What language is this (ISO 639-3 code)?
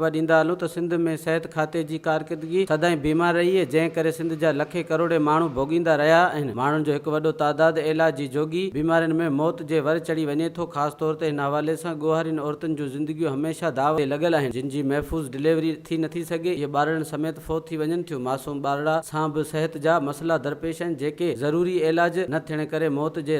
snd